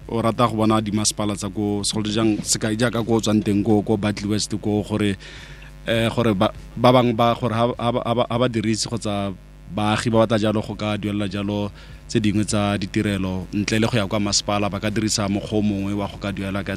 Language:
Tswana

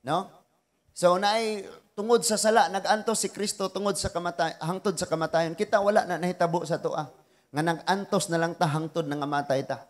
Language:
Cebuano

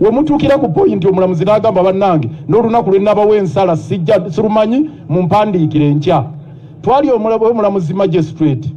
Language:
Ganda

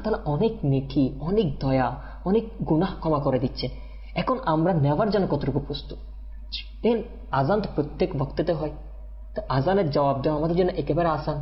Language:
Bangla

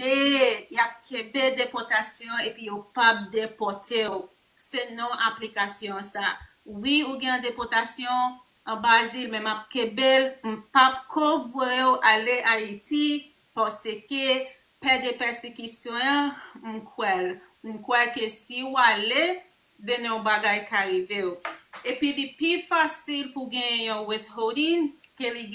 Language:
Haitian Creole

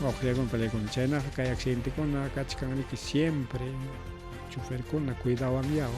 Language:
Ayacucho Quechua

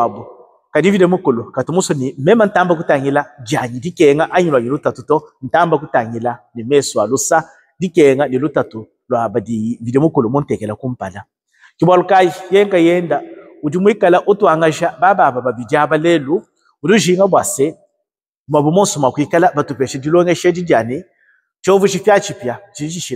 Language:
Luba-Lulua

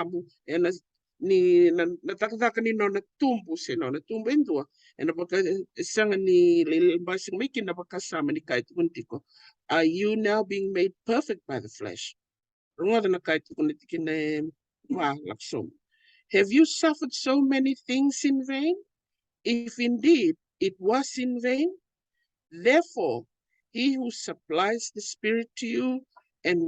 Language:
Fijian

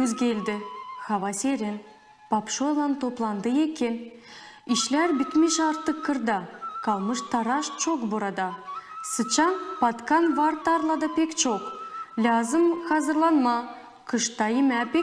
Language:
Gagauz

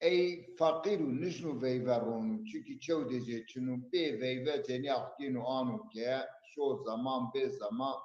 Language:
Zaza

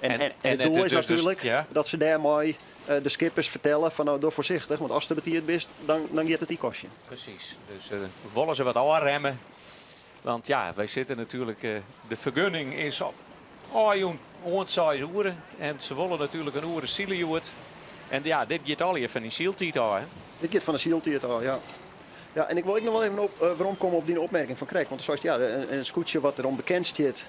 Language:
Western Frisian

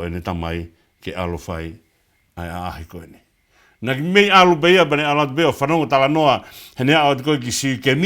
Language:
Tongan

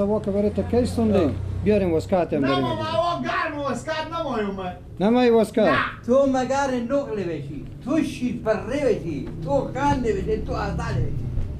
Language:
Persian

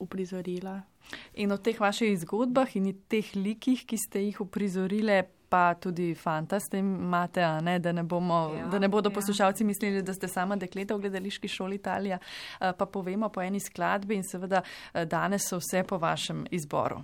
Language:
Slovenian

